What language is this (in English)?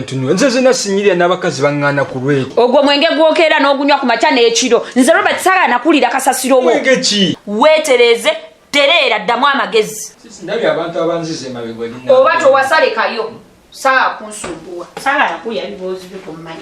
Ganda